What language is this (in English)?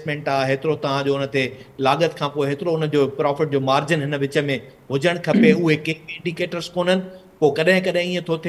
Sindhi